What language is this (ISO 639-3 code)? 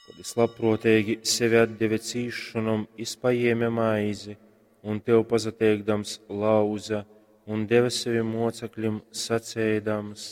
ltg